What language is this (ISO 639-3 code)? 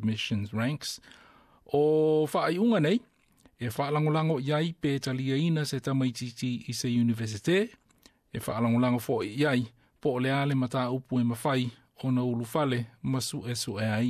smo